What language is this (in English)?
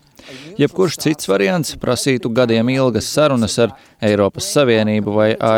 Latvian